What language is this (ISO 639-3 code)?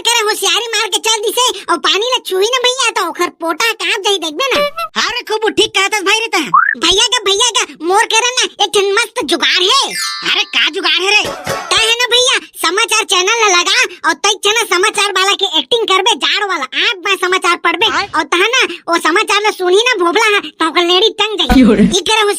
hne